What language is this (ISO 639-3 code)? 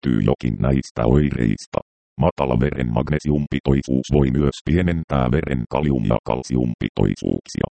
fin